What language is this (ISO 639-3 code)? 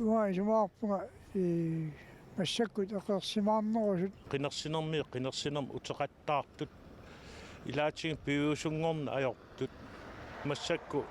kal